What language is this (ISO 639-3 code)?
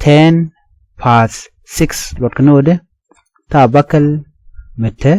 nus